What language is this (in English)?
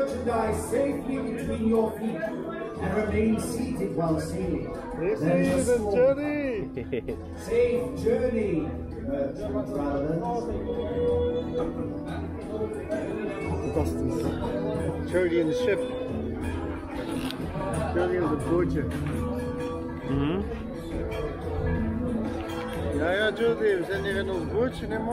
Dutch